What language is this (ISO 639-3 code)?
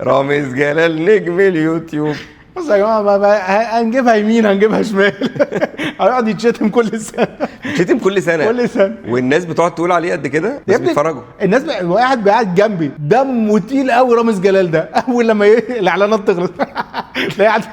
arz